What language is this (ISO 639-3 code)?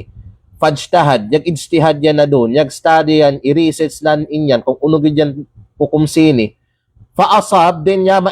kqe